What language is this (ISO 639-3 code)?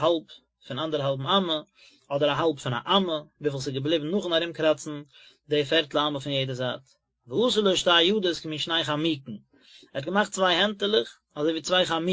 yid